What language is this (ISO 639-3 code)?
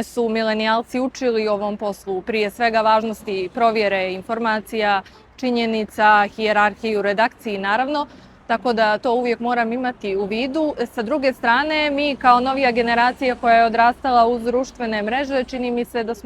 bos